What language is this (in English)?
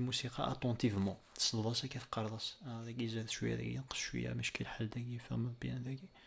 Kabyle